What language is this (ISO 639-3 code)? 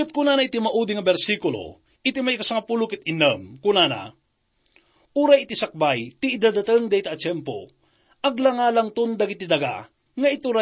ilo